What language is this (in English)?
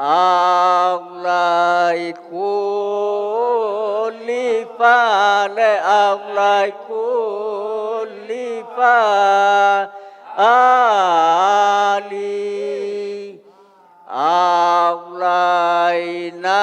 Minangkabau